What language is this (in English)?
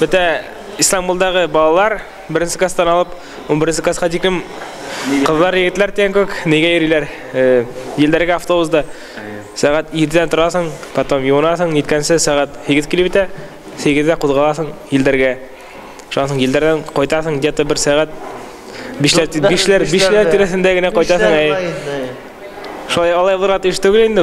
Bashkir